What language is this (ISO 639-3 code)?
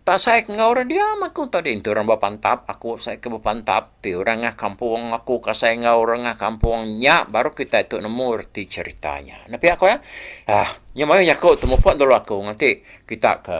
iba